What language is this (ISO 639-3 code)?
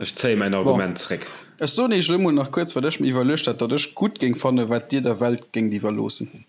ltz